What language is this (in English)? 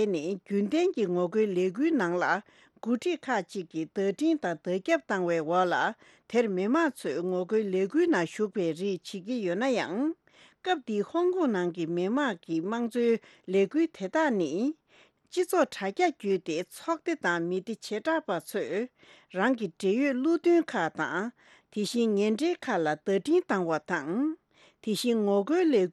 Tibetan